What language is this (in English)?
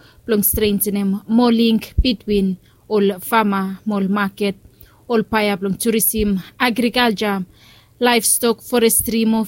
Bislama